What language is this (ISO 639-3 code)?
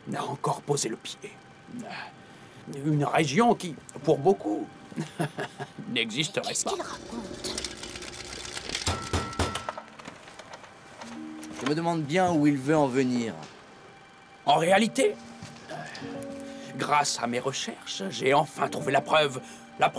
fra